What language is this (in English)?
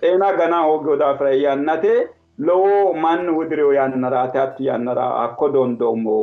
Sidamo